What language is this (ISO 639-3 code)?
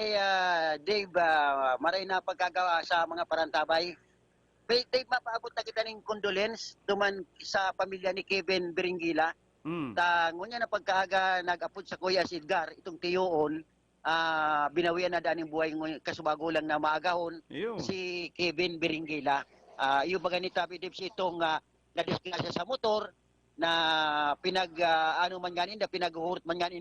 bik